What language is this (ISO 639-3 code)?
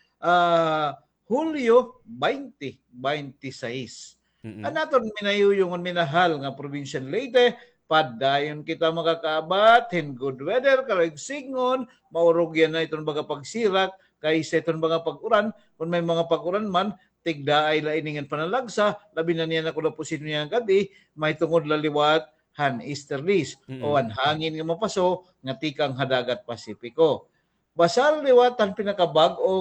war